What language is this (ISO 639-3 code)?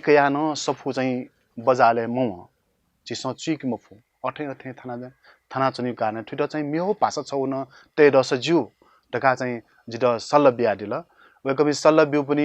new